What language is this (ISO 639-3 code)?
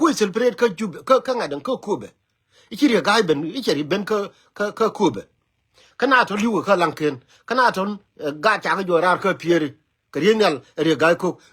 nus